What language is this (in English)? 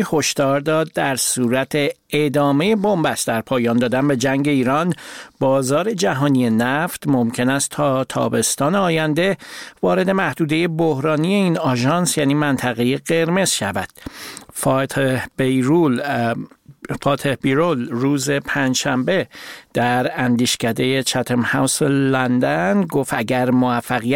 Persian